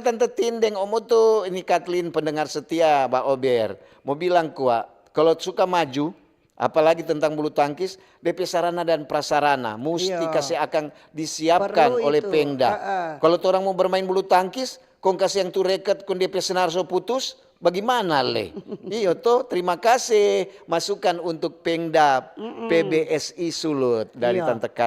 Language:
Manado Malay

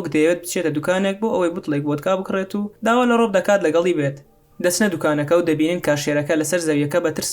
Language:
Central Kurdish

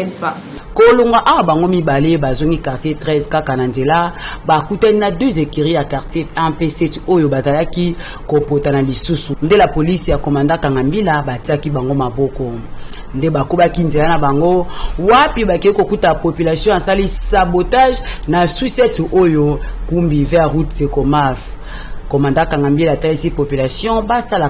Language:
Lingala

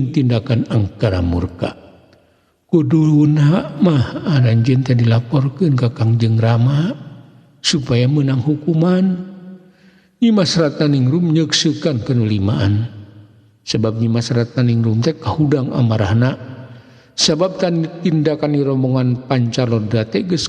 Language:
Sundanese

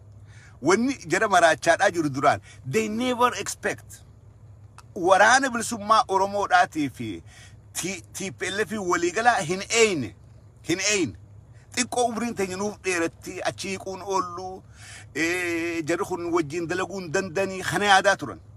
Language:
Oromo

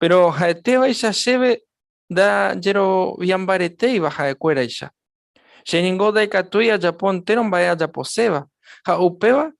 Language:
Guarani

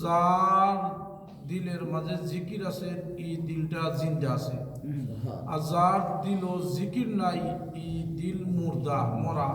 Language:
Sylheti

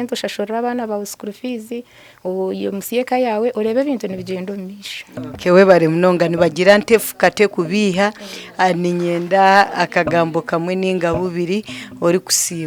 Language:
Nyankole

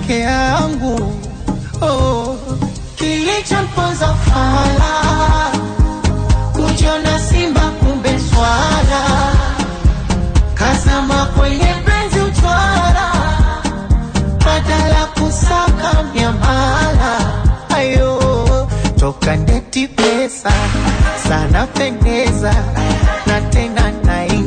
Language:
Swahili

